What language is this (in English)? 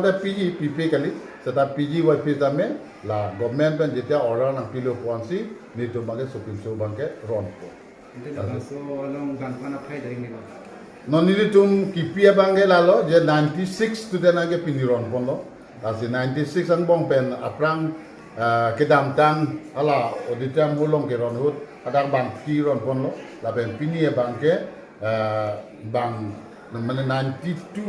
Karbi